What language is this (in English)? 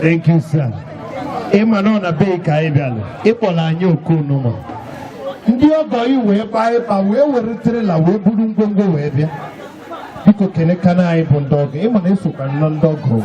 Igbo